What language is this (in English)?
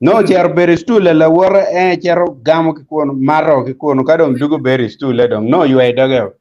Acoli